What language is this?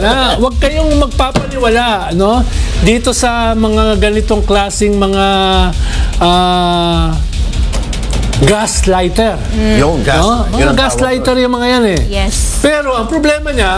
Filipino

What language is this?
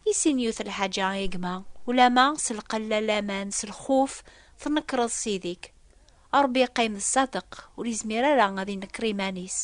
Kabyle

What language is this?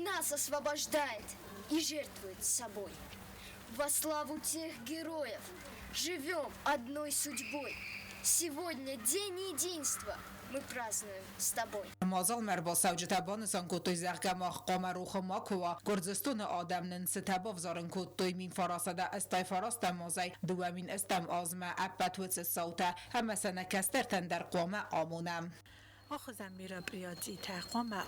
Ossetic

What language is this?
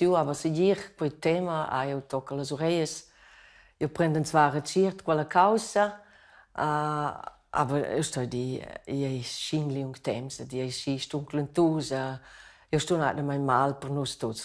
Romansh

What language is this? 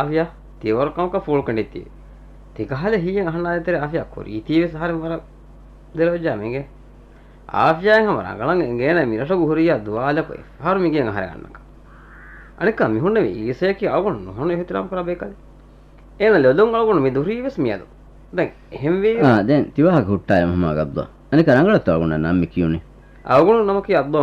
Divehi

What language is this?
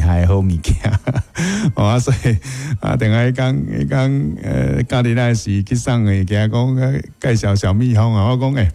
Min Nan Chinese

